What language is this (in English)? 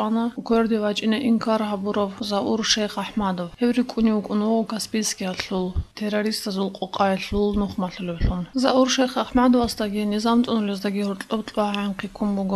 Avaric